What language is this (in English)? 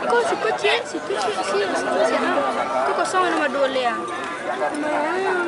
Minangkabau